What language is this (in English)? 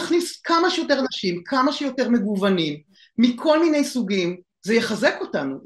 Hebrew